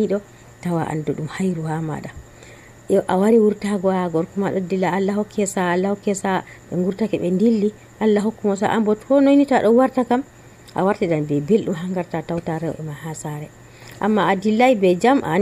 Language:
Nigerian Fulfulde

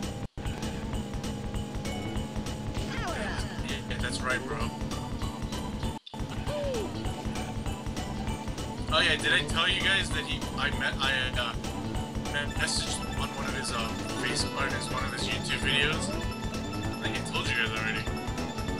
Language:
English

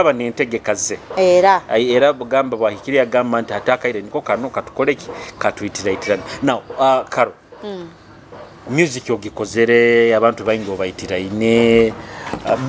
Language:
Nyoro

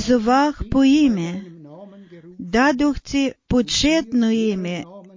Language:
Bulgarian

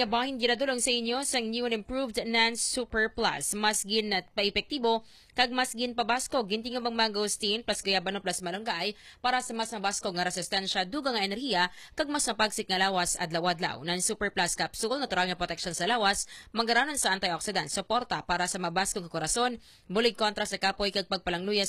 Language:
Hiligaynon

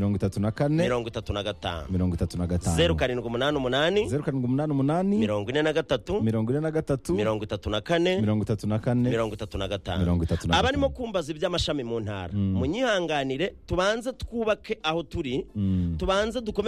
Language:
Kinyarwanda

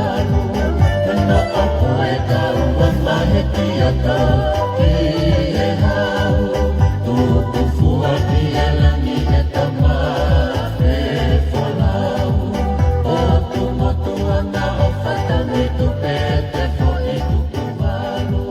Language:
Tongan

